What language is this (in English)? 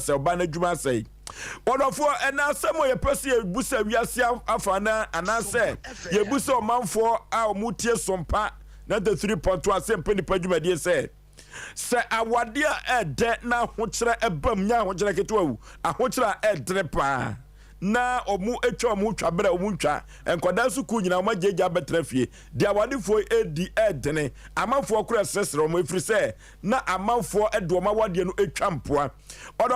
Akan